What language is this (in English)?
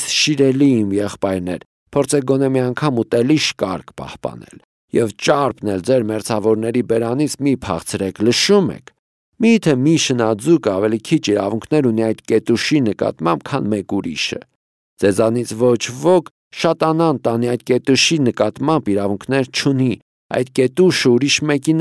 Armenian